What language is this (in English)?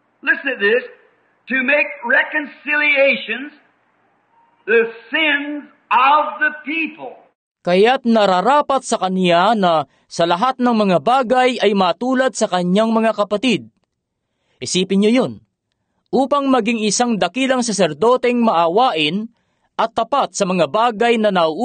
Filipino